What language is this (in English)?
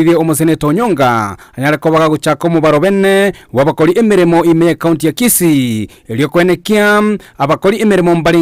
Gusii